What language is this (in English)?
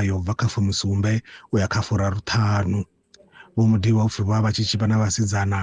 Venda